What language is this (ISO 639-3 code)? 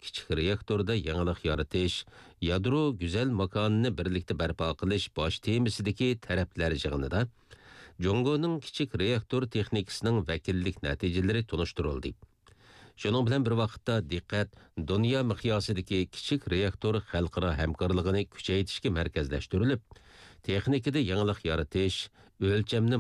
uig